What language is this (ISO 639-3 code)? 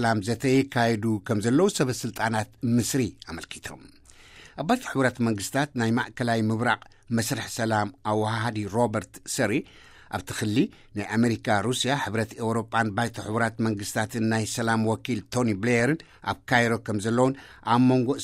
tir